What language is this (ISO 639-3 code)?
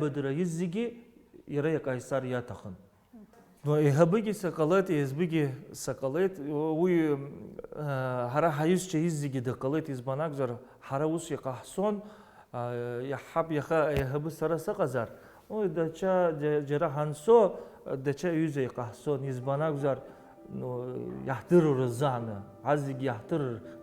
abk